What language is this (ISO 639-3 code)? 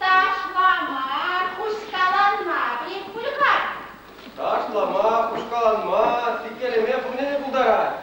chv